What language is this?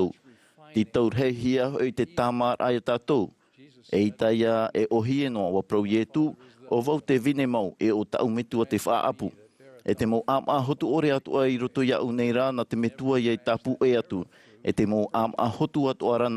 Tahitian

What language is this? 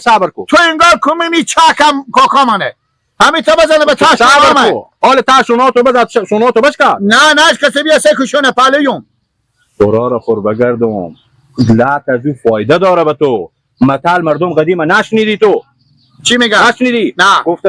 Hazaragi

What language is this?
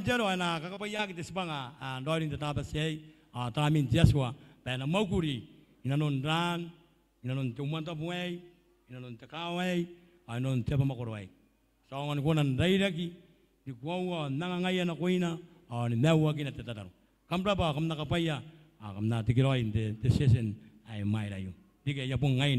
Gilbertese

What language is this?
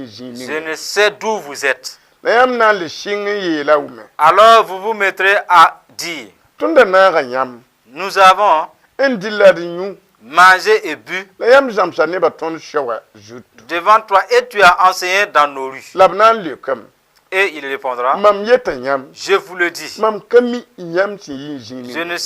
Mossi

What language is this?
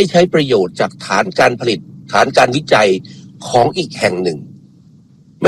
Thai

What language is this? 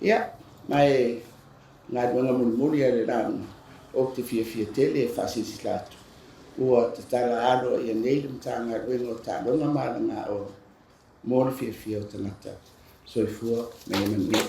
Samoan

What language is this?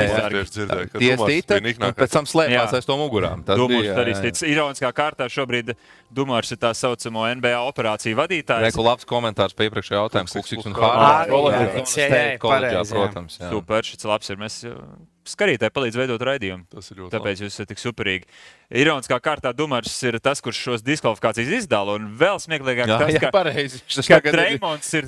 Latvian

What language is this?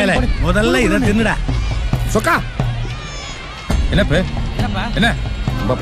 Tamil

